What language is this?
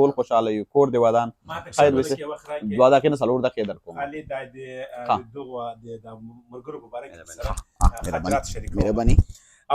Pashto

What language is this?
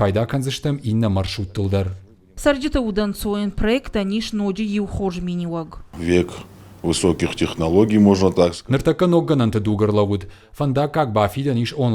Ossetic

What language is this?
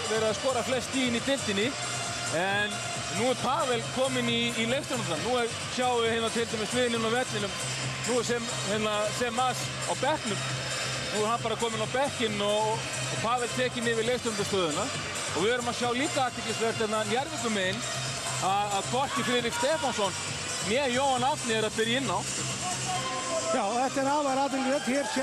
Icelandic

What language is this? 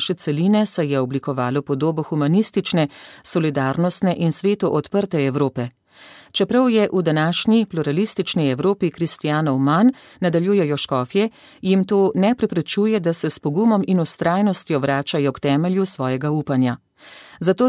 Slovenian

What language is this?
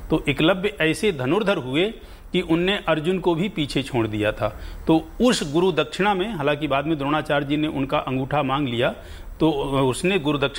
Hindi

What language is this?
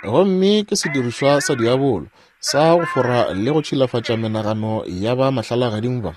Northern Sotho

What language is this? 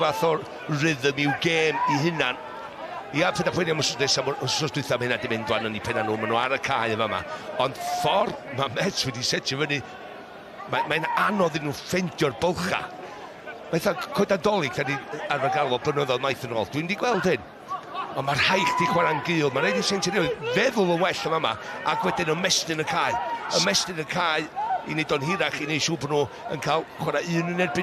Welsh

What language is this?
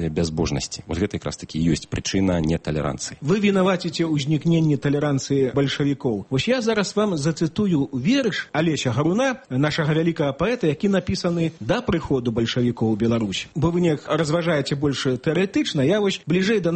Belarusian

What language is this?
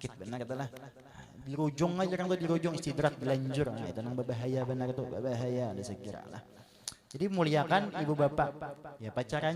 Banjar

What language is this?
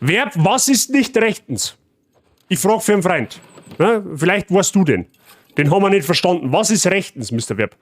Bavarian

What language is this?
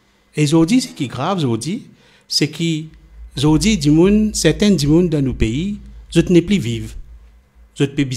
Morisyen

